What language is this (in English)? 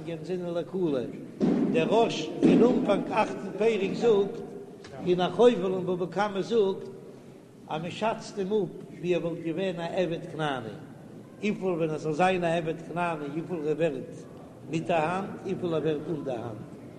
Yiddish